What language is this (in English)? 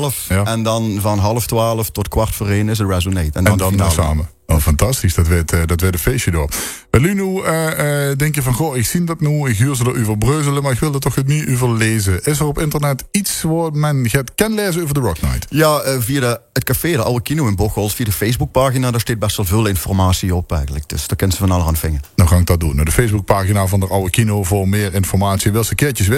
Limburgish